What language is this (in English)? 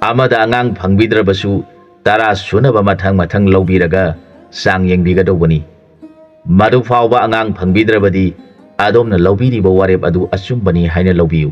Manipuri